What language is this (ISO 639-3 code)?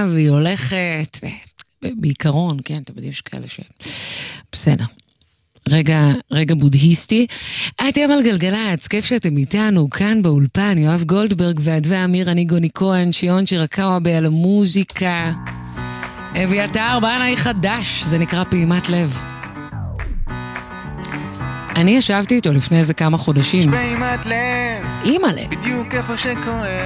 heb